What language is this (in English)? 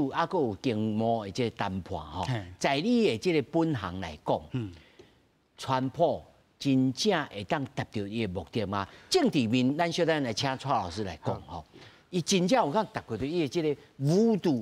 Min Nan Chinese